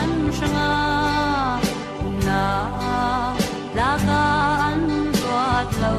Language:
Falam Chin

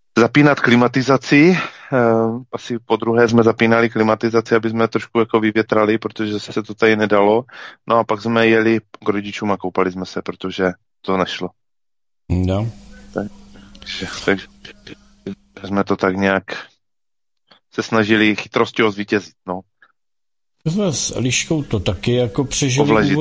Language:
Czech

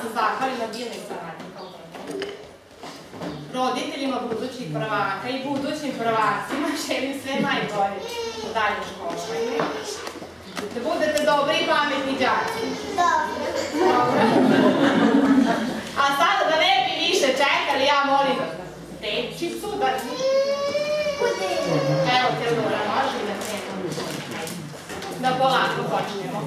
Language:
Serbian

